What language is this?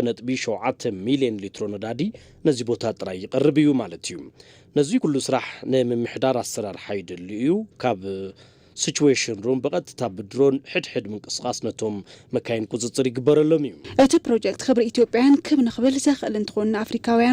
Tigrinya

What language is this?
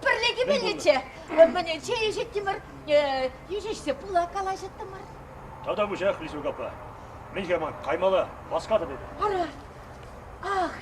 Chuvash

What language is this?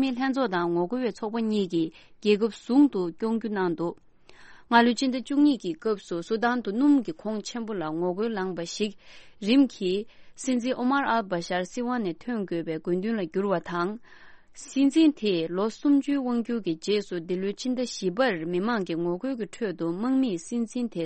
Tibetan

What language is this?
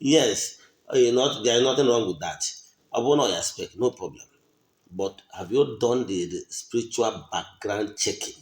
Igbo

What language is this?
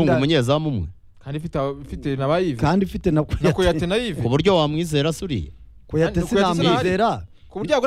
Kinyarwanda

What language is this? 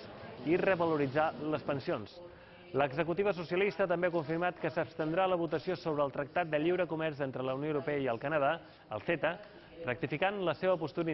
Catalan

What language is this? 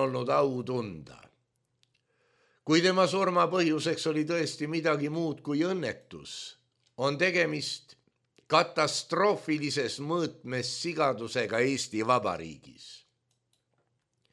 Estonian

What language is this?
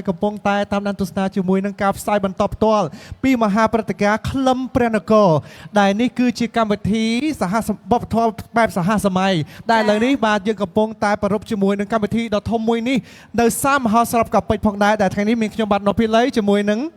Khmer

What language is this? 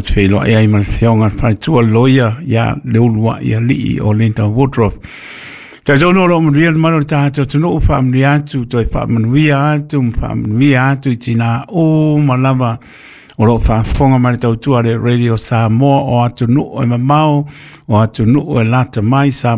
Samoan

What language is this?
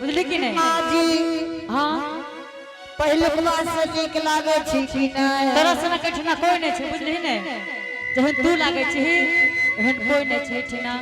Angika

